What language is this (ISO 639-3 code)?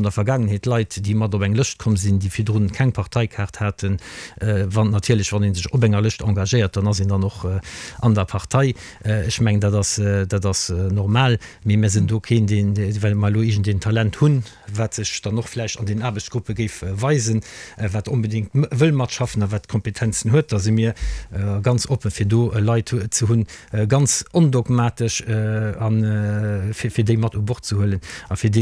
ltz